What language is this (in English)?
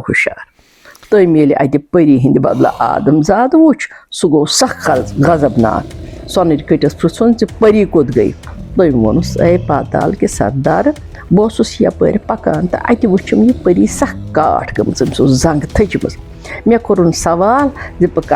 Kashmiri